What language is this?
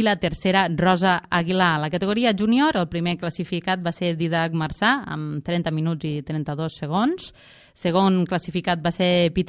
Catalan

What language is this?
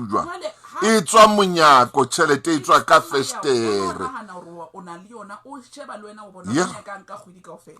Southern Sotho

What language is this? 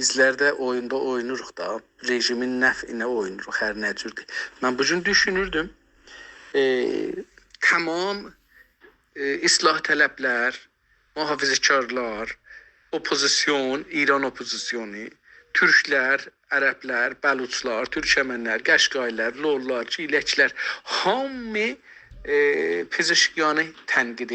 South Azerbaijani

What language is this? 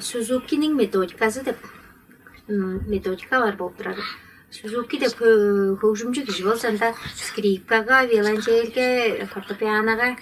Tuvinian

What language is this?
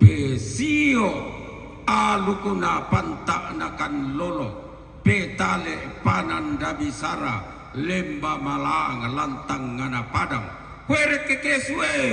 Toraja-Sa'dan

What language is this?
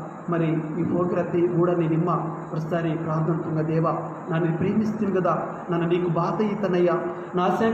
Koya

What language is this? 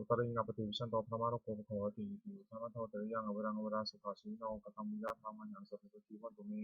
Pali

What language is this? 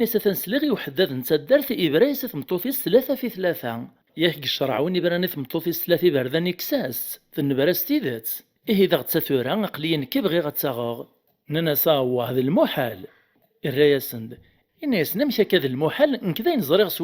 Kabyle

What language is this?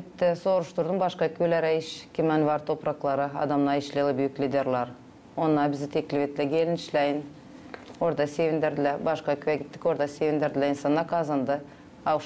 Gagauz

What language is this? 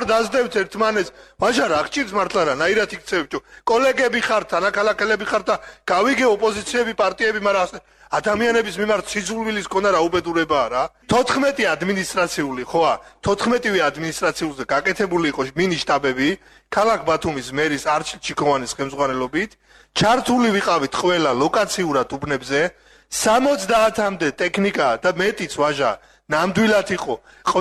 Georgian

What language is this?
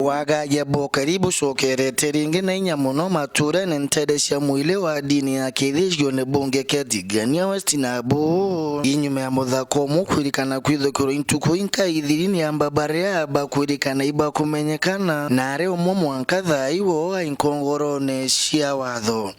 Meru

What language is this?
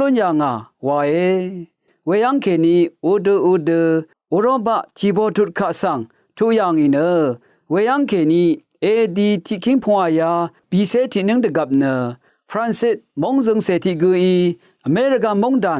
Rawang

